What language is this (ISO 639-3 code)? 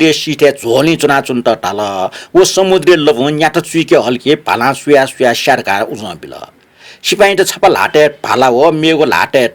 new